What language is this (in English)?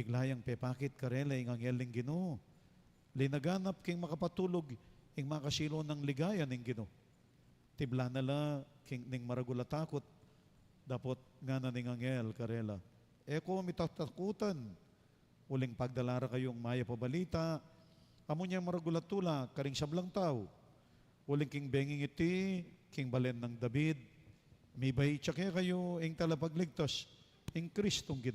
Pampanga